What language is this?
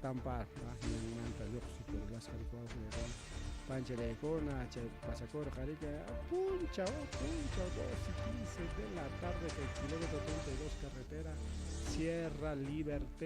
Ayacucho Quechua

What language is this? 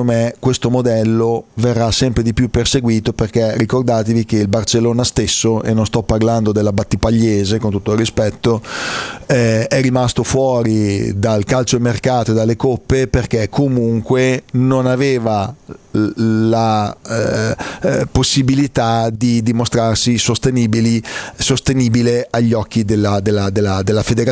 Italian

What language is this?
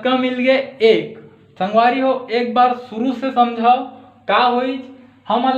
Chhattisgarhi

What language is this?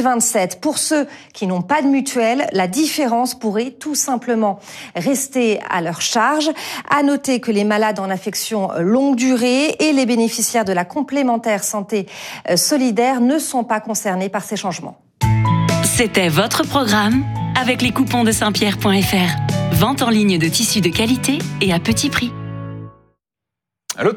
French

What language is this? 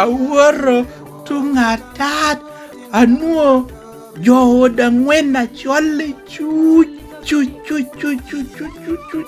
Lango (Uganda)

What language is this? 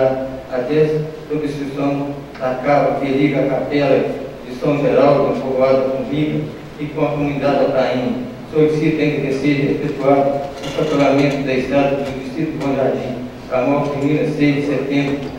Portuguese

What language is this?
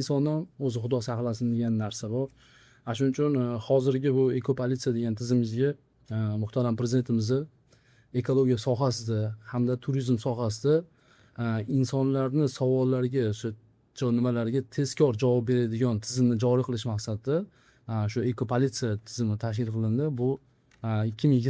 Uzbek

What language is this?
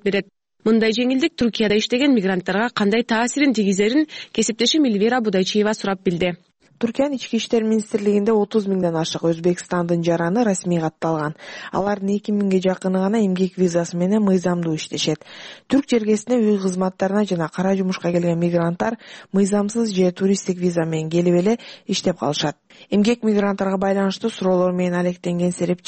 Kyrgyz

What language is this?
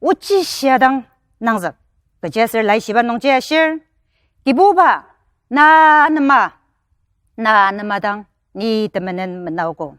Ao Naga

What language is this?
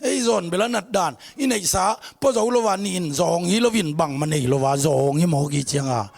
Tedim Chin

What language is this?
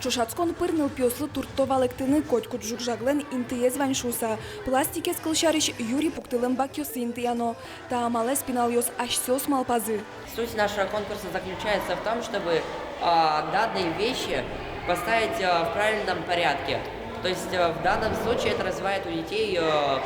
Udmurt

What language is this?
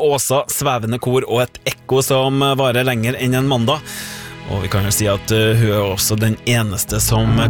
Norwegian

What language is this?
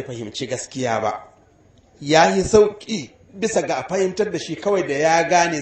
Hausa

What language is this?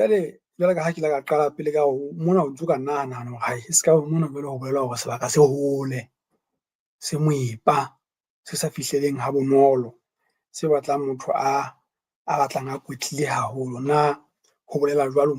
Southern Sotho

